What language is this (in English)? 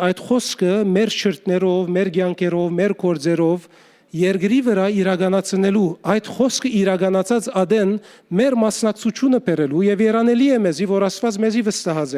Western Armenian